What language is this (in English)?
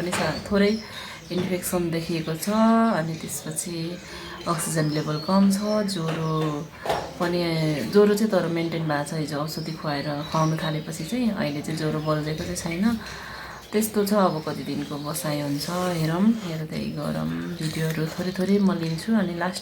Nepali